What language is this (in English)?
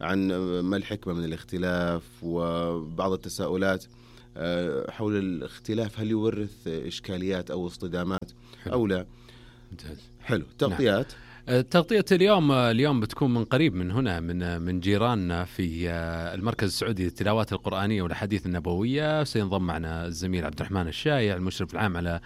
Najdi Arabic